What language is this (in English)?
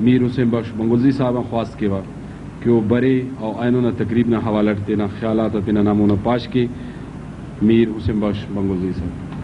Brahui